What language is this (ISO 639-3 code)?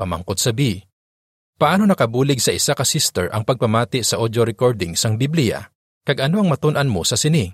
hil